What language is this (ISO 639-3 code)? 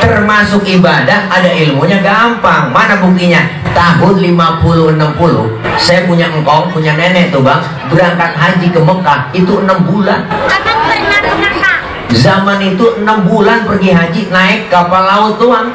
bew